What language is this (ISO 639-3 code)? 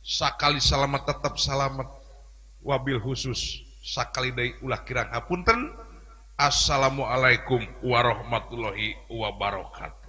sun